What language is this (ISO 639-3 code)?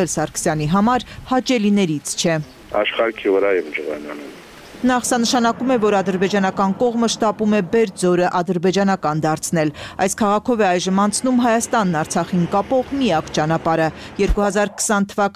hye